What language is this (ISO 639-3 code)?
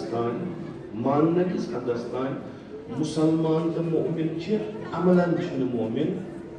kas